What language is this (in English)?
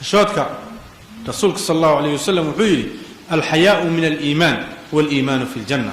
Somali